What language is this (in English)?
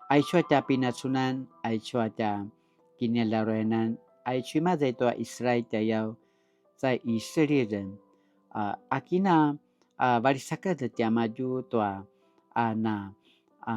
Paiwan